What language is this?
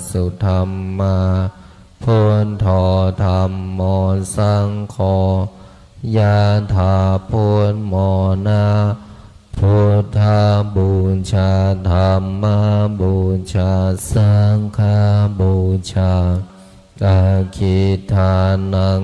Pali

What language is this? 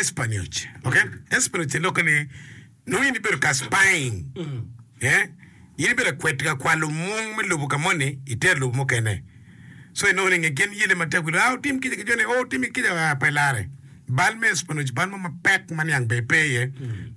Acoli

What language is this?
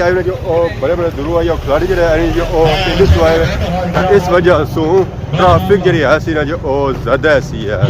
Pahari-Potwari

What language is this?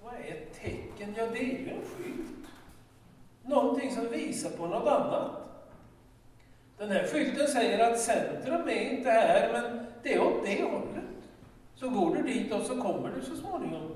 Swedish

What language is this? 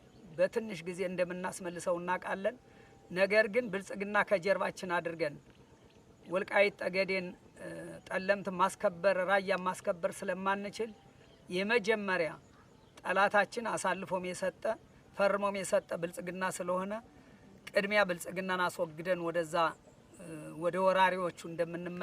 Amharic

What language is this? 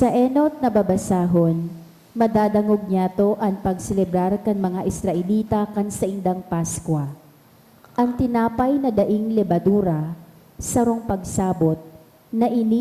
Bikol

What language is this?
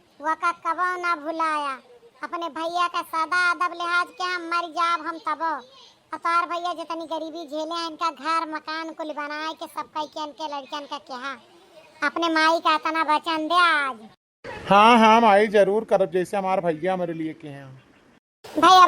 Awadhi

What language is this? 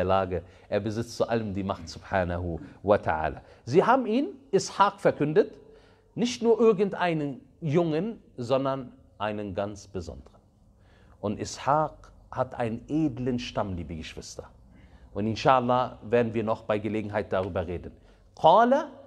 German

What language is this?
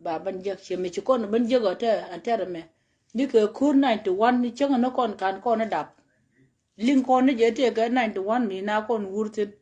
Nuer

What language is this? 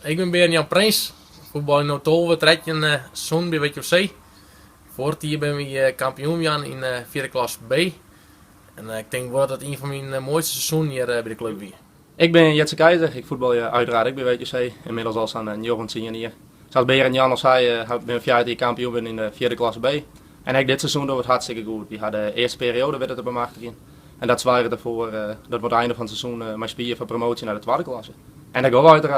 Western Frisian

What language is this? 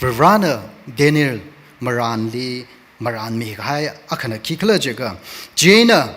Tangkhul Naga (India)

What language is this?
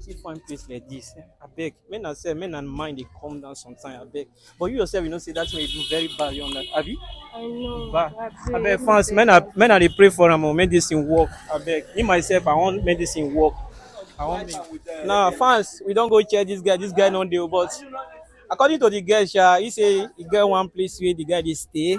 Nigerian Pidgin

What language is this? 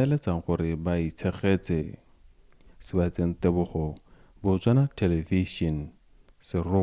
Tswana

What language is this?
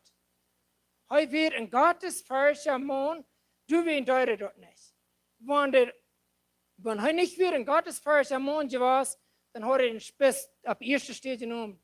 Plautdietsch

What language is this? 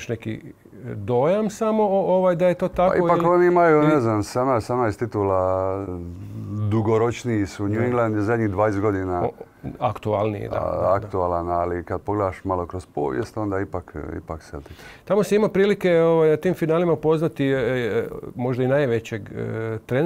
Croatian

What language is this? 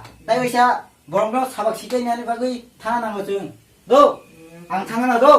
Kok Borok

